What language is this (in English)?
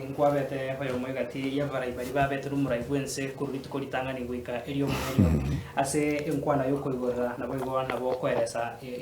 Gusii